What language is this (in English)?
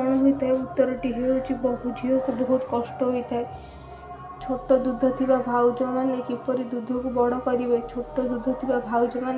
Odia